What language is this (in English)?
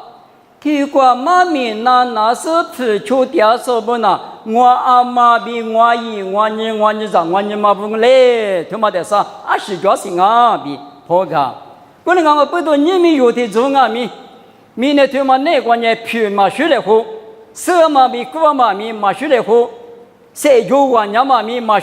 Lisu